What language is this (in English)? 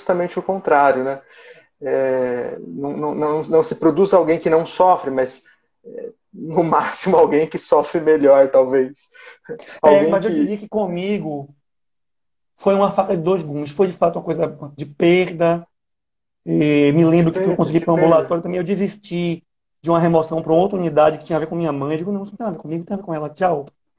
Portuguese